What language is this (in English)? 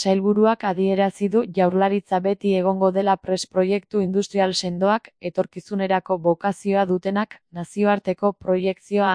Basque